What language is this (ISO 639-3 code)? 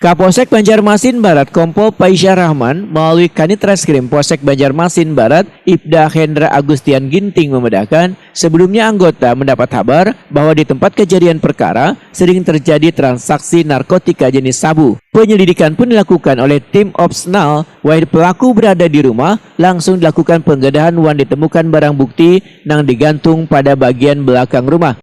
bjn